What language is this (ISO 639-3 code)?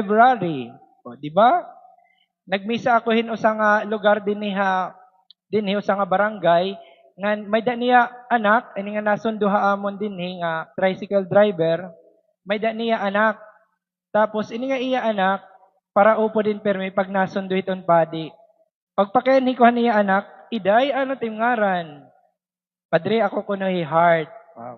war